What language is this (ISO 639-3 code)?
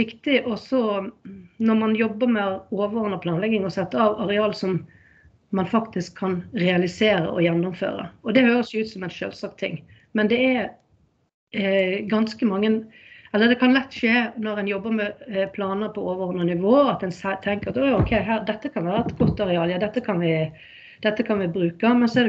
nor